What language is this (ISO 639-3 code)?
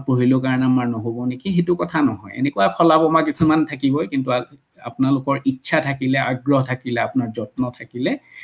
asm